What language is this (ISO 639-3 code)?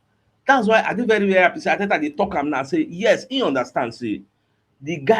pcm